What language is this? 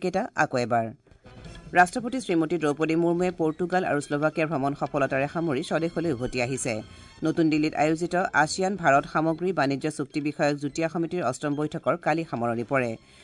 Assamese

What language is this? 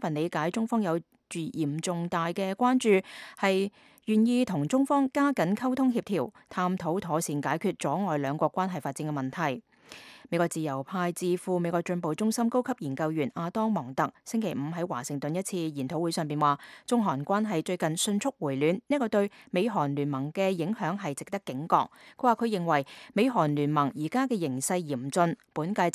Cantonese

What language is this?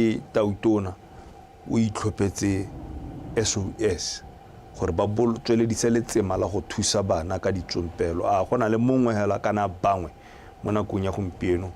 Tswana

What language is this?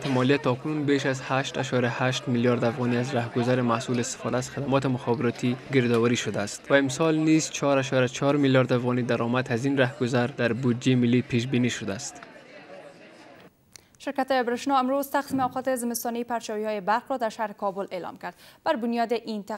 Persian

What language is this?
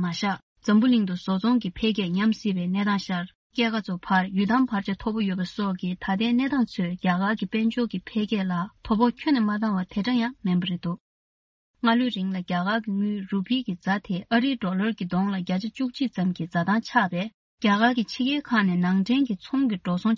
Tibetan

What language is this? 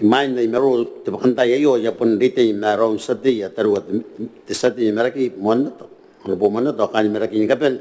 Gilbertese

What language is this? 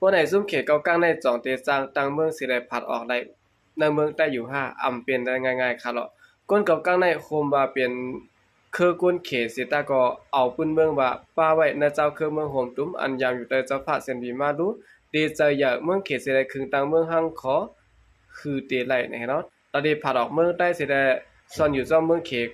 Shan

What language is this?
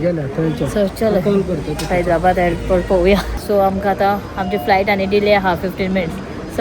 Konkani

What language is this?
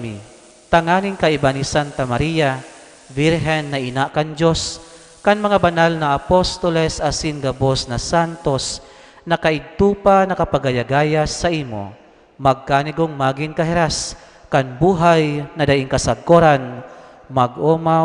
Bikol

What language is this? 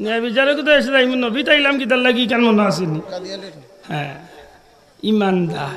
Sylheti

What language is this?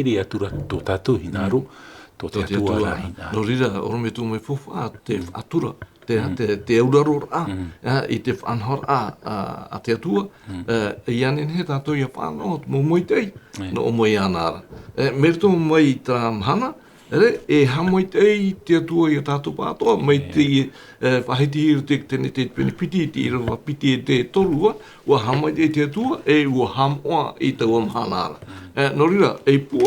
Tahitian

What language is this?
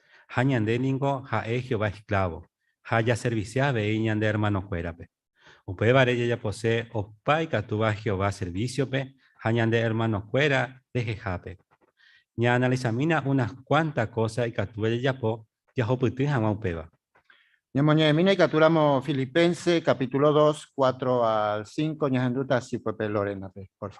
Guarani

